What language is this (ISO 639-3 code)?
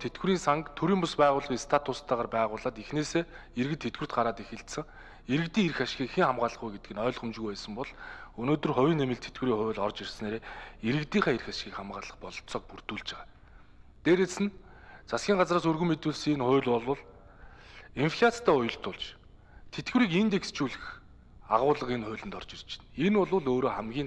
mon